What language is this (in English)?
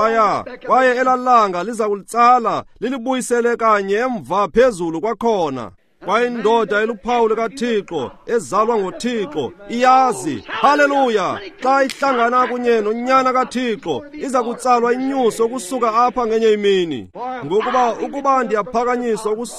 Xhosa